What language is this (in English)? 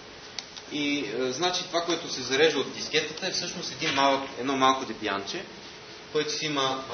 Bulgarian